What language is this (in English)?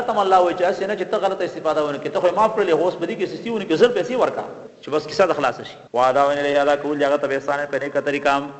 Pashto